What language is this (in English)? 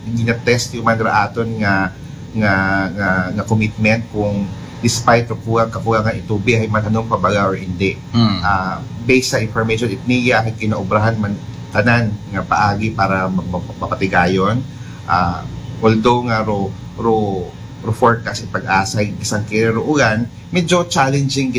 Aklanon